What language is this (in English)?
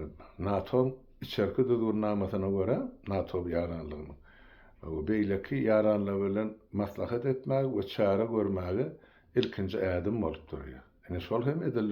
Turkmen